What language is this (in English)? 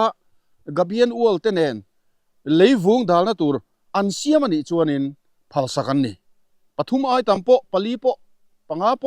Mizo